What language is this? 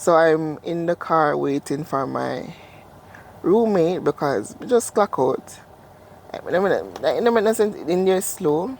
Jamaican Creole English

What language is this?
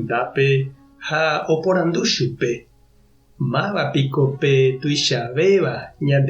Guarani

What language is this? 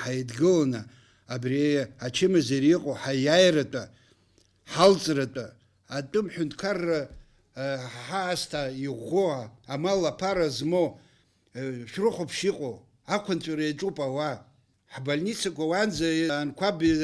Abkhazian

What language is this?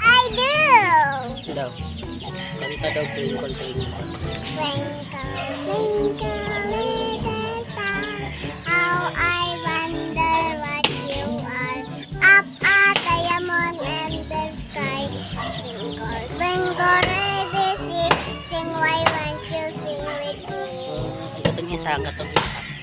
Cebuano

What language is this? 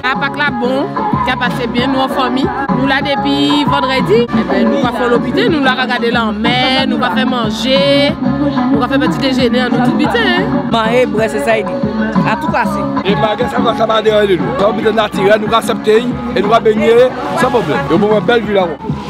Guadeloupean Creole French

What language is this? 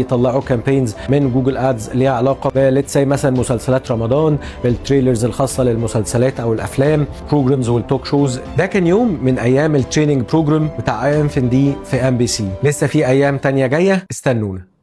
Egyptian Arabic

